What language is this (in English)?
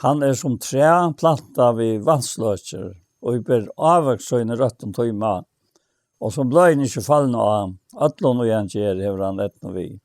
Faroese